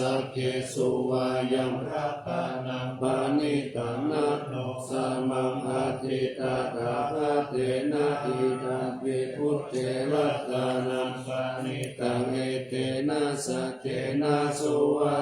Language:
Pali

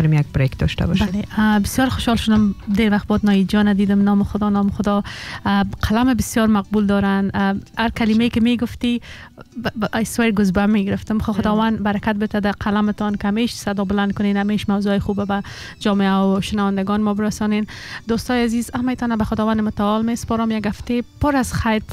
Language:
Persian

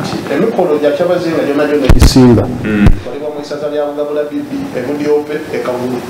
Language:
Soga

